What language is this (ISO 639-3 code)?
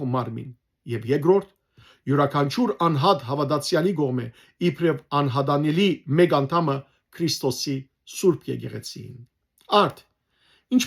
hyw